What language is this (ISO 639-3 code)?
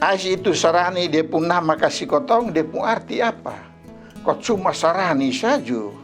mkn